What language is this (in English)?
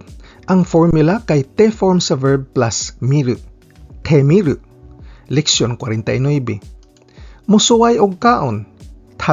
Cebuano